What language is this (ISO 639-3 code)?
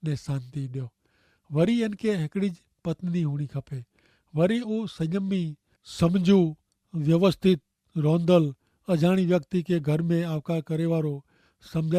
kfr